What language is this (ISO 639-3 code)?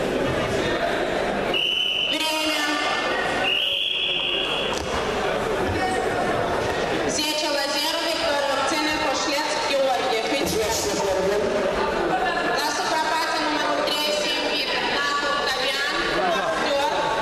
ron